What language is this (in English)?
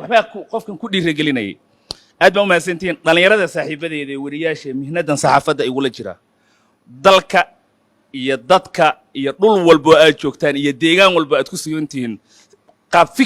Somali